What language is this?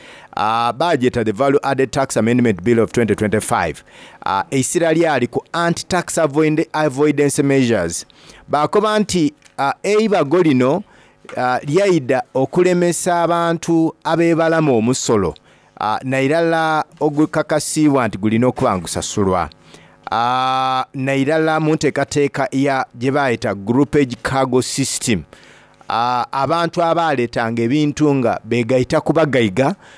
Soga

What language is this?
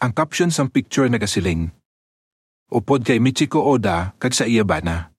Hiligaynon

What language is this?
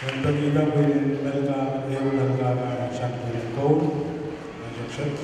Pohnpeian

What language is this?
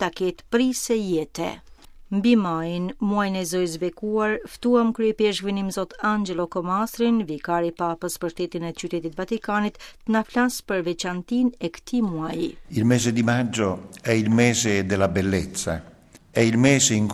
Albanian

